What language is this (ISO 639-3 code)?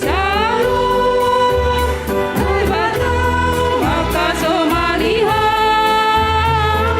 bts